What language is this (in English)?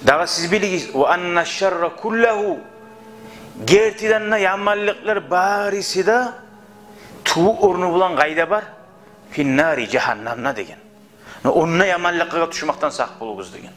Kumyk